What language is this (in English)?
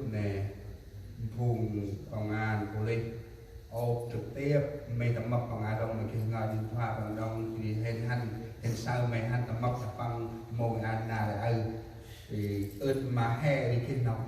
Central Mnong